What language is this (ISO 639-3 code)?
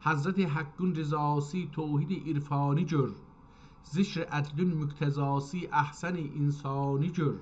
azb